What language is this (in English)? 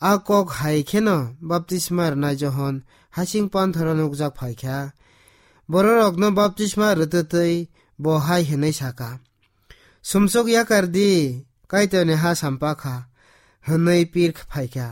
Kok Borok